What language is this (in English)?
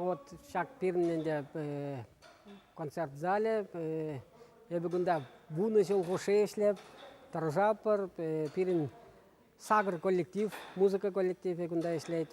Chuvash